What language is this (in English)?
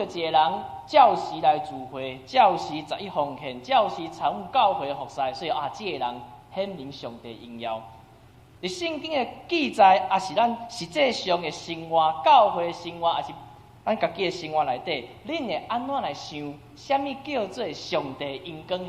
Min Nan Chinese